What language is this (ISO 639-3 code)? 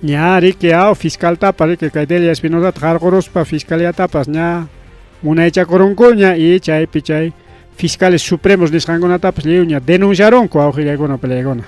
quy